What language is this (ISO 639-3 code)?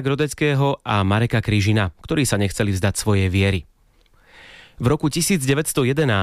slk